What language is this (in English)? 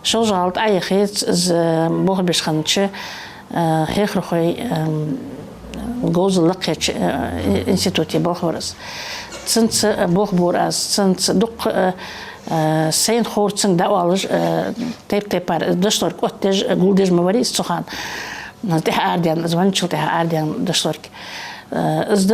Ingush